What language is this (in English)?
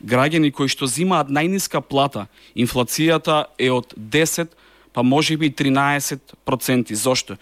Macedonian